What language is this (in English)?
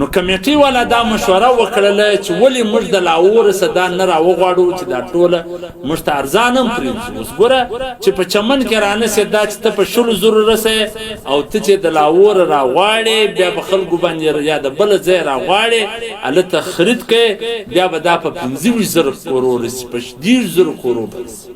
Pashto